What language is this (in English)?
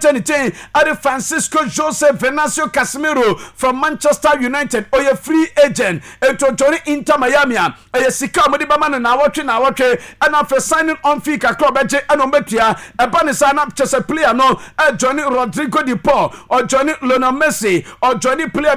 Akan